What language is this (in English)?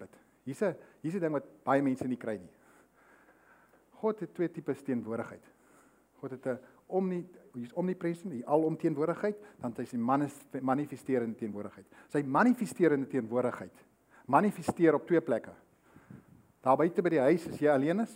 Afrikaans